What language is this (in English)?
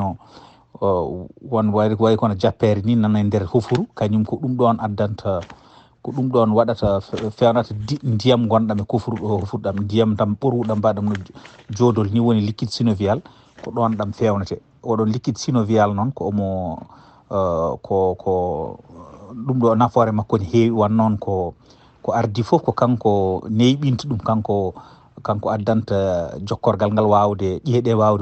Fula